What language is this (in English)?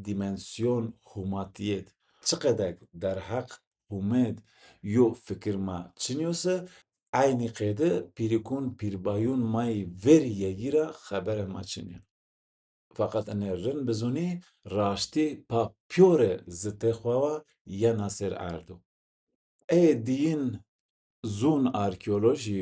Zaza